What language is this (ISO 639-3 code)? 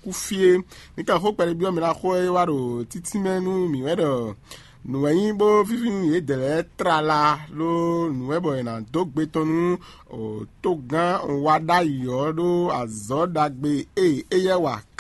fon